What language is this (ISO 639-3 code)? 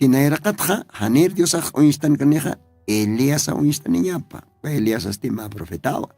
aym